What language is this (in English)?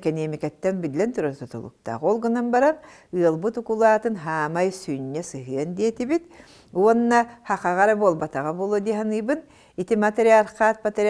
Yakut